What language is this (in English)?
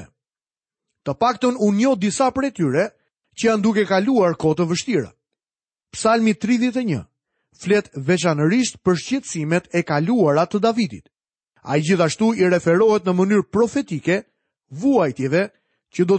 Albanian